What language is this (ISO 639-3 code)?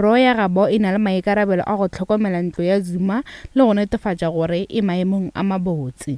nso